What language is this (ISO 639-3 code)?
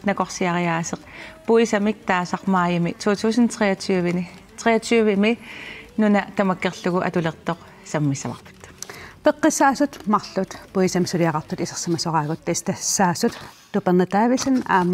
kal